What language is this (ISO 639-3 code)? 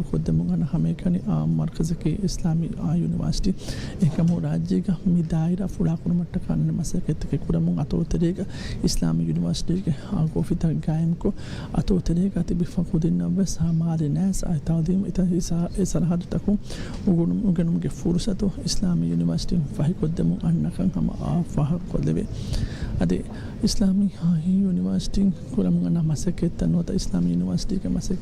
div